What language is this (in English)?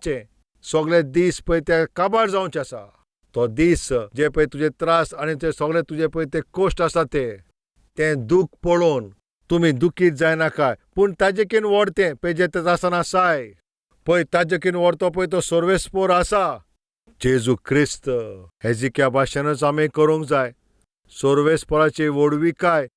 Konkani